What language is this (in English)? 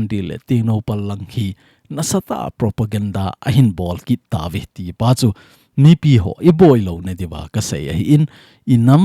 Thado Chin